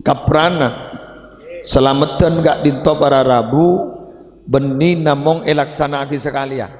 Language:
Madurese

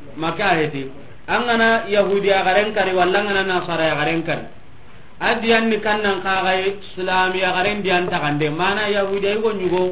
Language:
Soninke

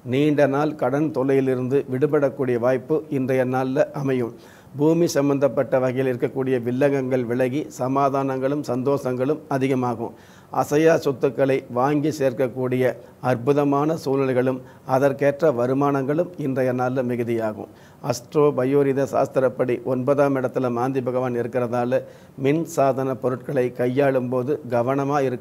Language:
Tamil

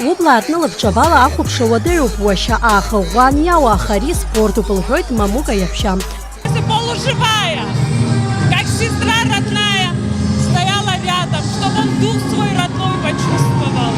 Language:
Abkhazian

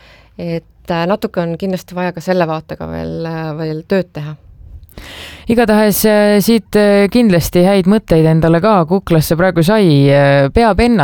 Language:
Estonian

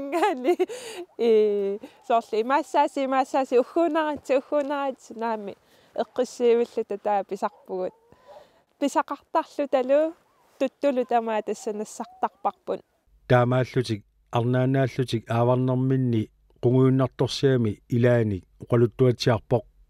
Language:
Kalaallisut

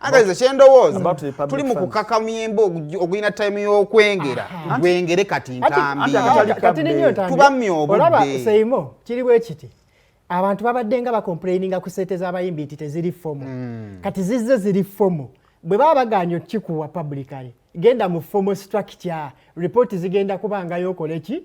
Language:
Ganda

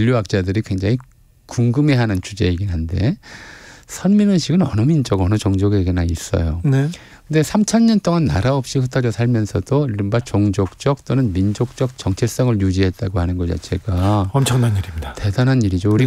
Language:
Korean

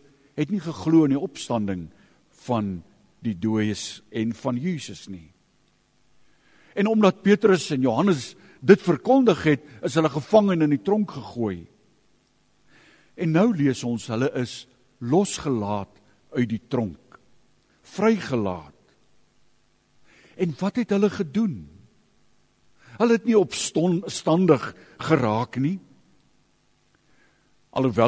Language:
Afrikaans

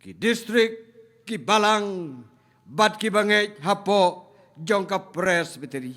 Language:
Khasi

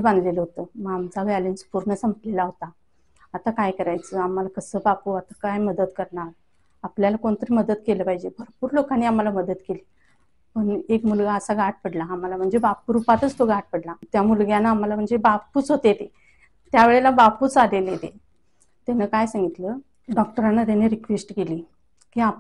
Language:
Marathi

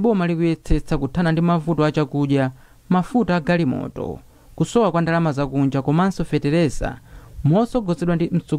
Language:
Nyanja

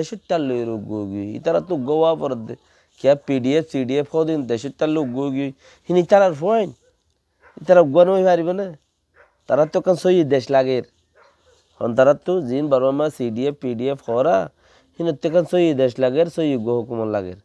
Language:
Rohingya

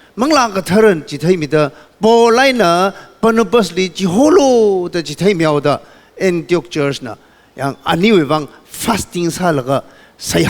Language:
Tangkhul Naga (India)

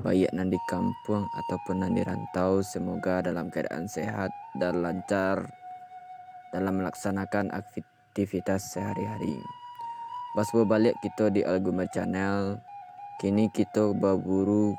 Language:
Minangkabau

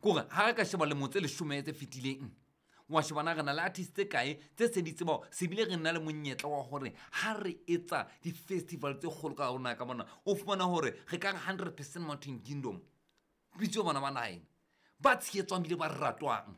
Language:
Southern Sotho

